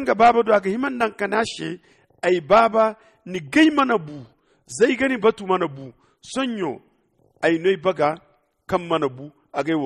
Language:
Zarma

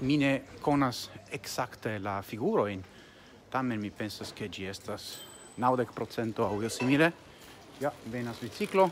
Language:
Esperanto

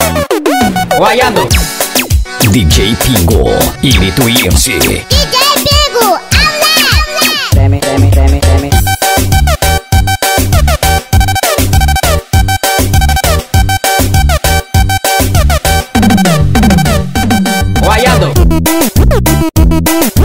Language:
Portuguese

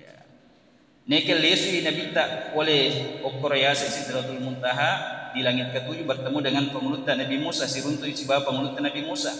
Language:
Buginese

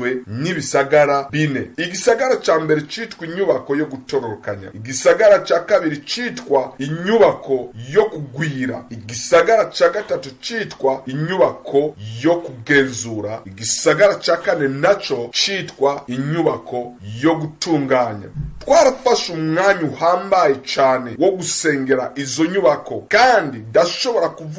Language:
Rundi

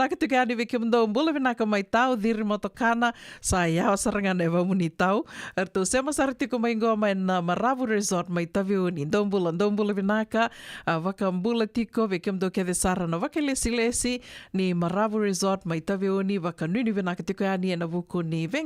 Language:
Fijian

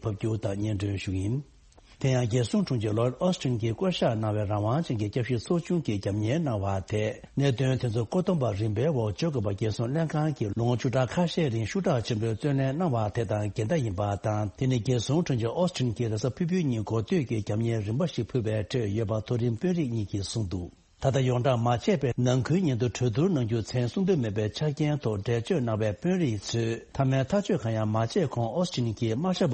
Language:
Tibetan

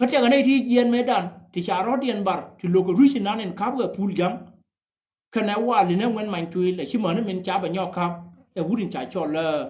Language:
Nuer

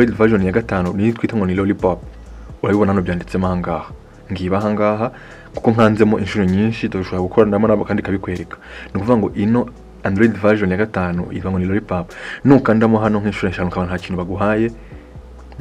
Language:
Kinyarwanda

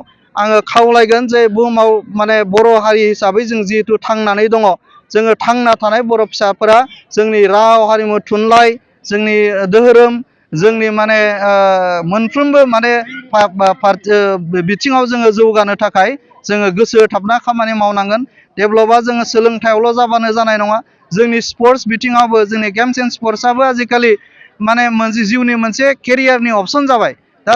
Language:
Bodo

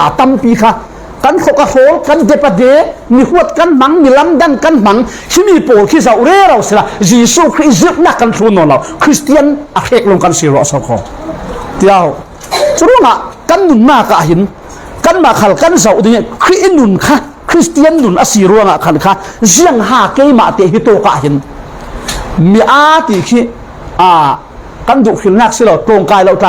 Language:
Falam Chin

